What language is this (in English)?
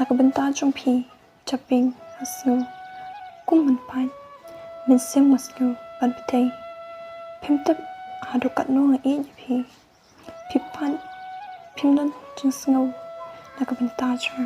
Khasi